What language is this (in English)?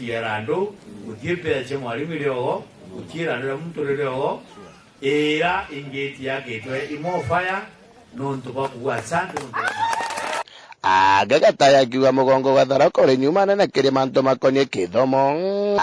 Meru